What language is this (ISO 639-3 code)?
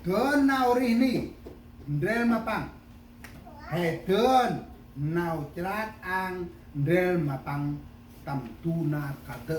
cmo